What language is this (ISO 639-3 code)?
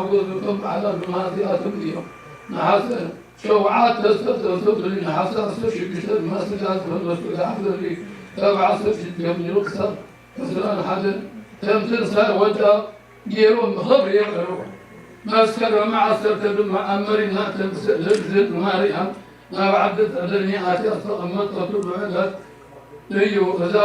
tir